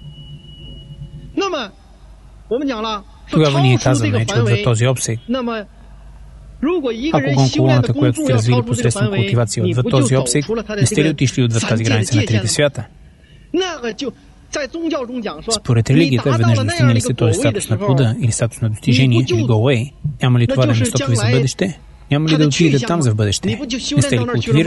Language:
Bulgarian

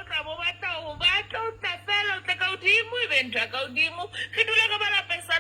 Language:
Southern Sotho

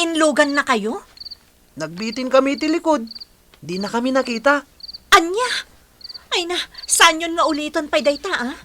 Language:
Iloko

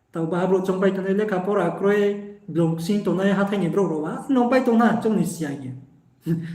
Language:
Riang (India)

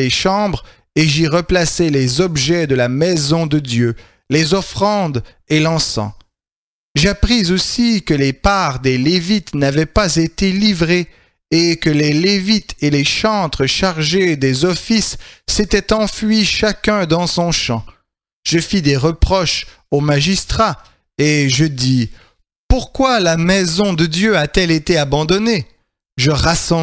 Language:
French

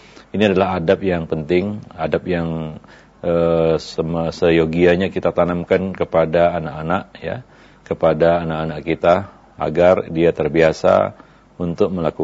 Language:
Indonesian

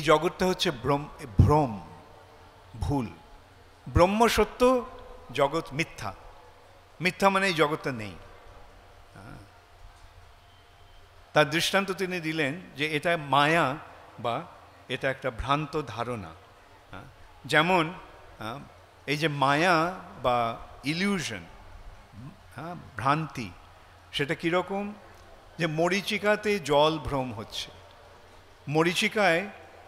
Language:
Bangla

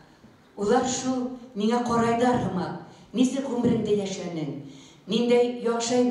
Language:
Bashkir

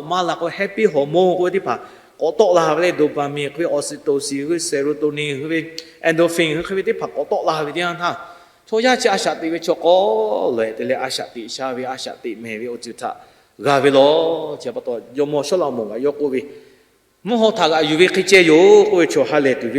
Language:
Lahu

